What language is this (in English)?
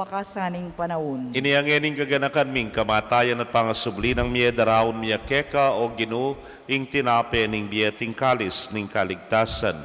Pampanga